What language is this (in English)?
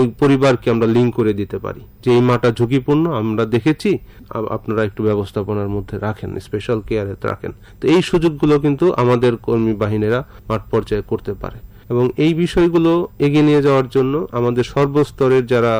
Bangla